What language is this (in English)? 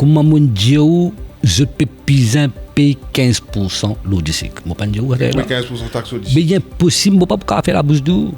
Morisyen